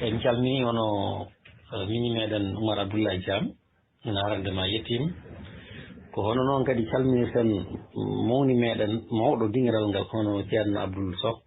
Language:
Fula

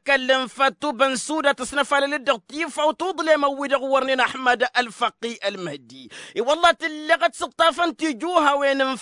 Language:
Tamasheq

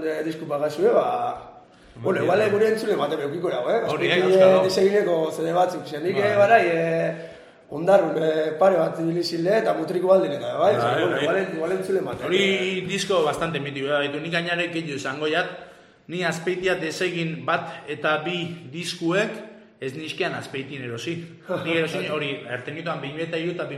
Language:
Basque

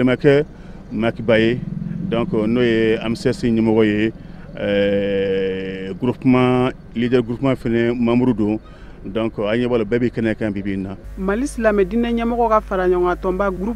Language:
Bambara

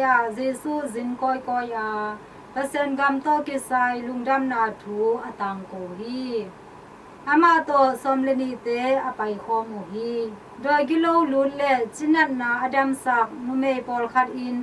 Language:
Tedim Chin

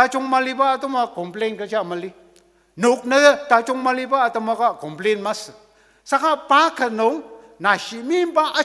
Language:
Ao Naga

